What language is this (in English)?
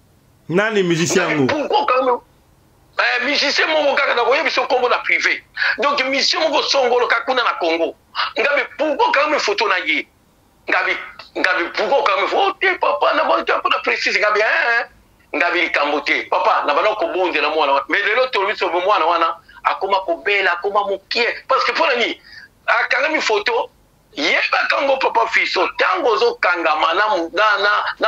Lingala